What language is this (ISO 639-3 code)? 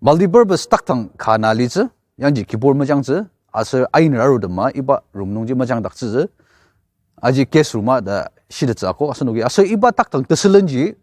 njo